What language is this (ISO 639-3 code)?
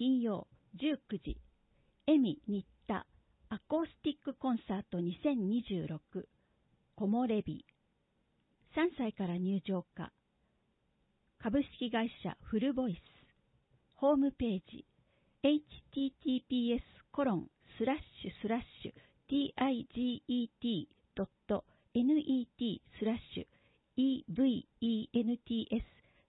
jpn